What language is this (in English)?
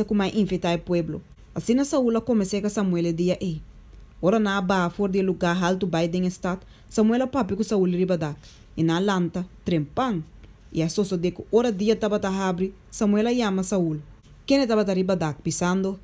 Papiamento